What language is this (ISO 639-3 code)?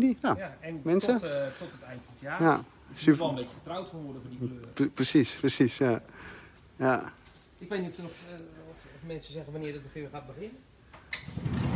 nld